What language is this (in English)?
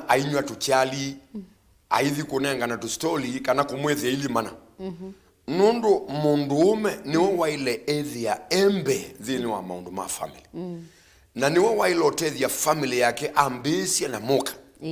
Kamba